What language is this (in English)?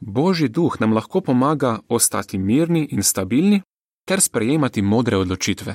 Slovenian